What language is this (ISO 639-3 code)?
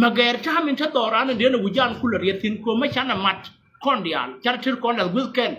nus